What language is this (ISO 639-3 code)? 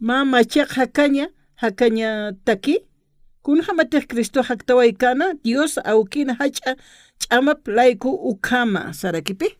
aym